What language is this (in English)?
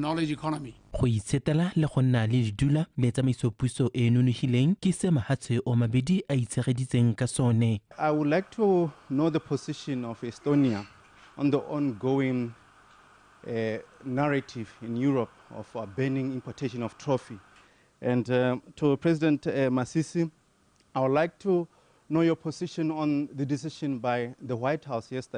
Tswana